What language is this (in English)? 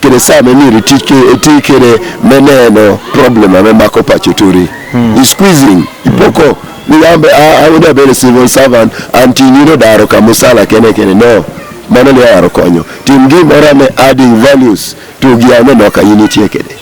Acoli